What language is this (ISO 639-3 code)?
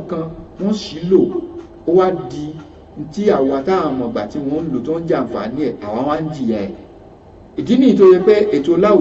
yor